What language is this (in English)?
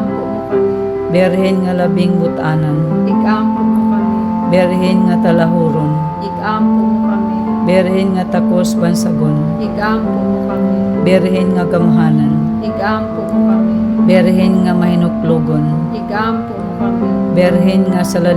Hiligaynon